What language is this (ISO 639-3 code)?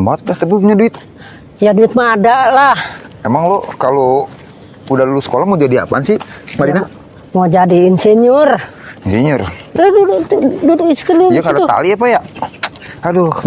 bew